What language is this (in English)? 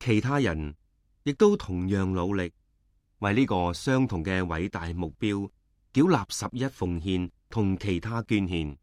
Cantonese